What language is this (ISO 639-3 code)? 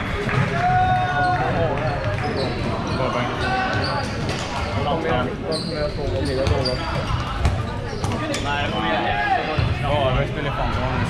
swe